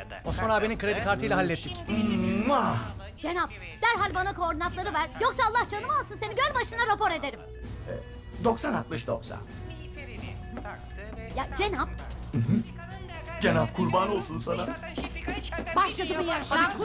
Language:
Turkish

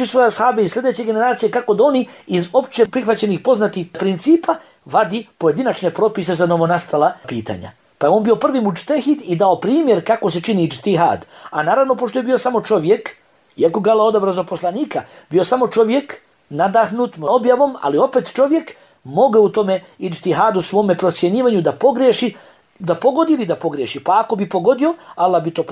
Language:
Bosnian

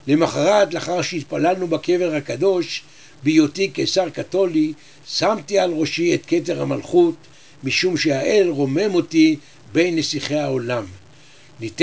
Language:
Hebrew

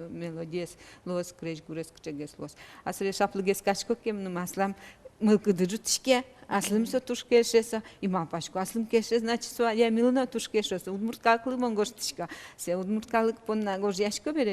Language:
Udmurt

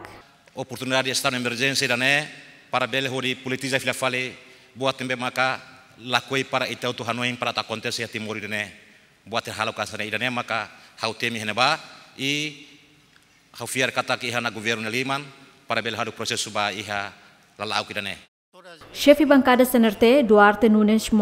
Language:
Tetum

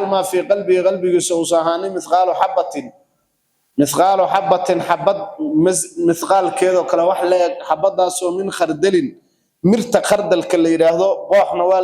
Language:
Somali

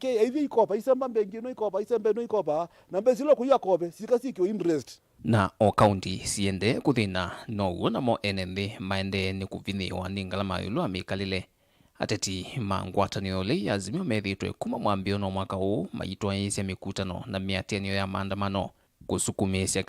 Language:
Kamba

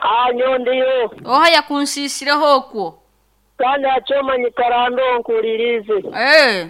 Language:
Nyoro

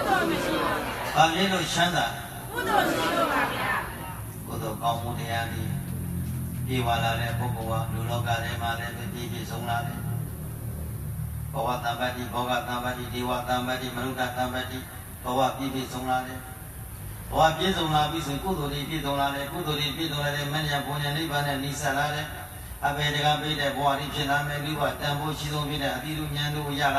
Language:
Burmese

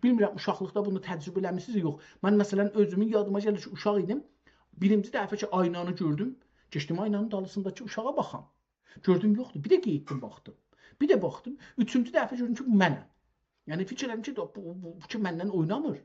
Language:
South Azerbaijani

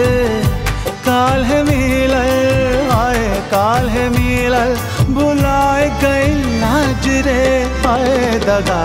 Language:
Bhojpuri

